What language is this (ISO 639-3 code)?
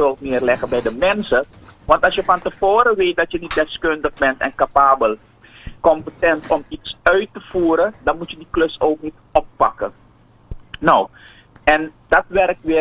nld